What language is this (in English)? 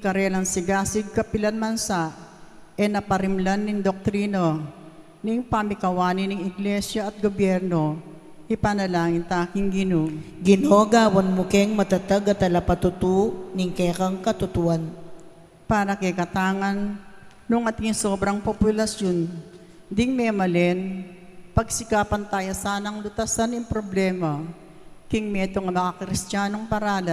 Pampanga